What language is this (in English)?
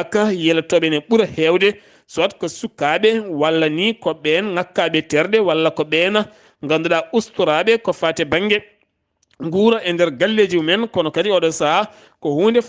Fula